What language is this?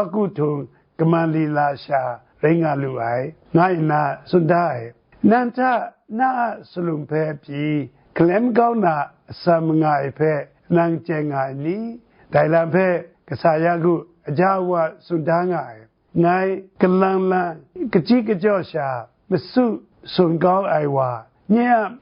Kachin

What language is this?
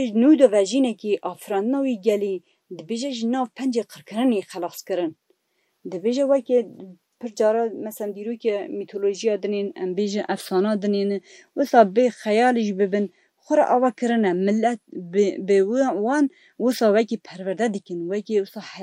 Kurdish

